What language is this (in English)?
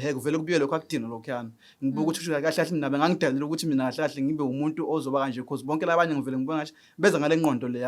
Zulu